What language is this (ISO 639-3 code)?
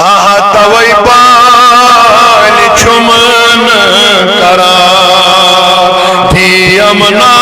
kas